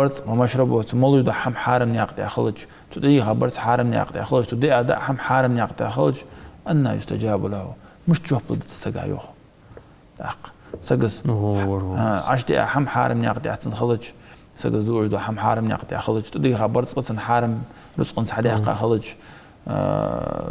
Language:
Ingush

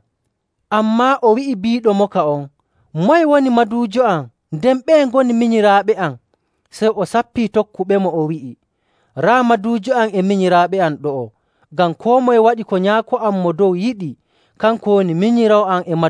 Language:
Nigerian Fulfulde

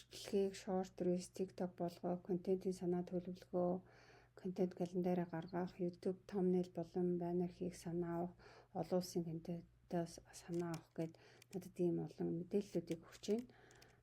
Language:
Mongolian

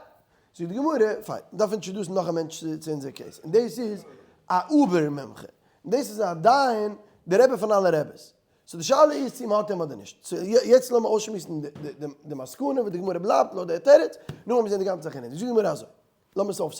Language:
Yiddish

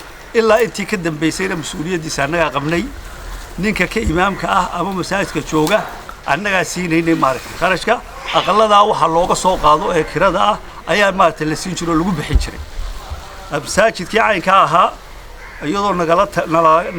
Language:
Somali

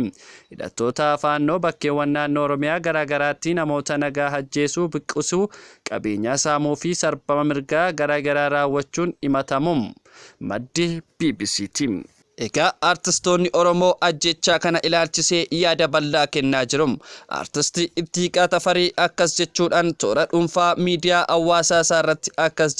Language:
Oromo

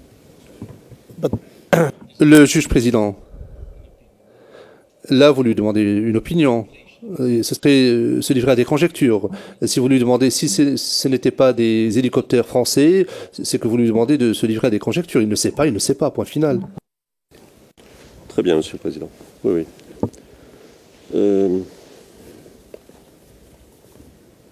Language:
French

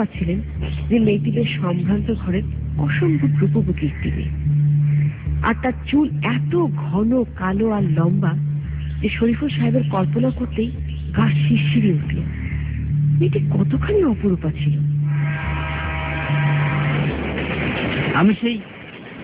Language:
Bangla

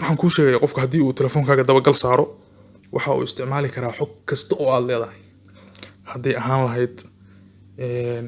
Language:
Somali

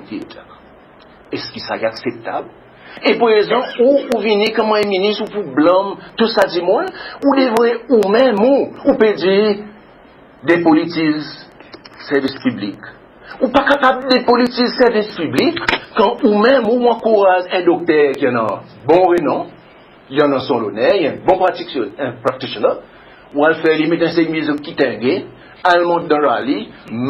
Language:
Seselwa Creole French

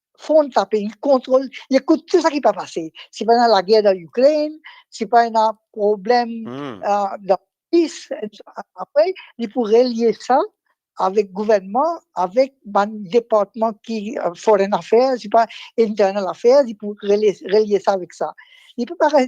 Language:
Morisyen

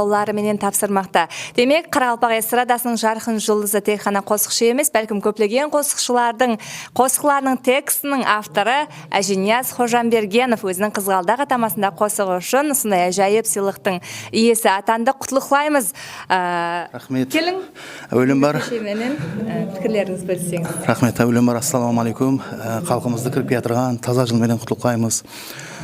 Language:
Kara-Kalpak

